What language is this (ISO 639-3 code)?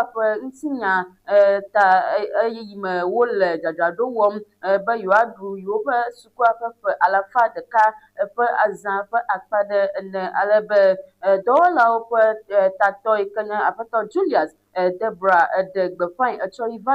ewe